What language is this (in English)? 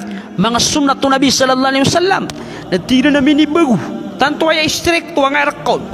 Maranao